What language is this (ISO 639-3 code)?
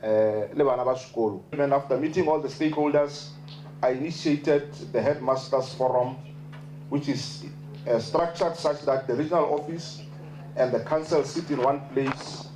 tsn